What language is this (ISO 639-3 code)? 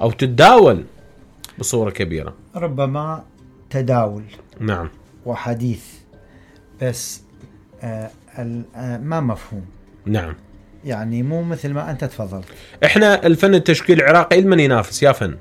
acm